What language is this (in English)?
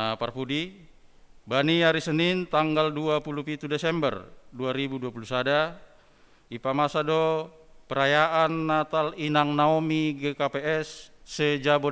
Batak Simalungun